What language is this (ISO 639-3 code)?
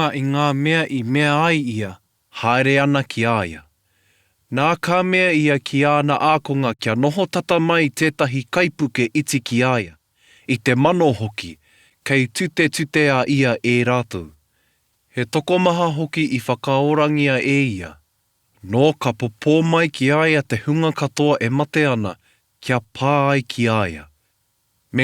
mri